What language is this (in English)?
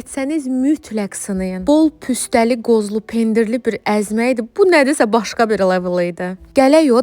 Azerbaijani